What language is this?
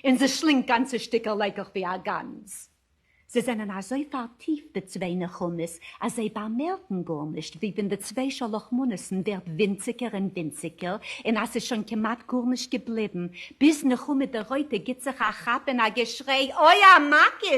Yiddish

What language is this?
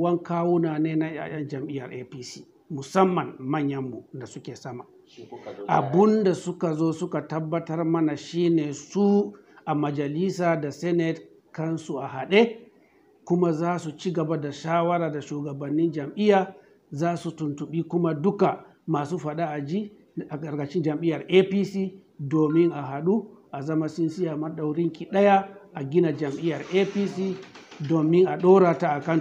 Hausa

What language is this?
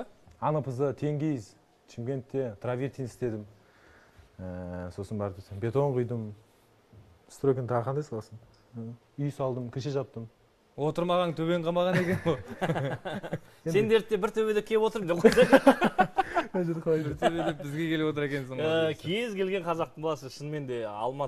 Kazakh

